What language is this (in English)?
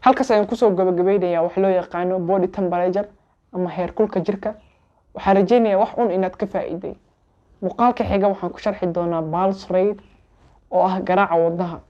Somali